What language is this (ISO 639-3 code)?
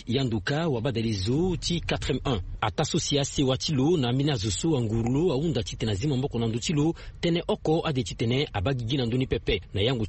sag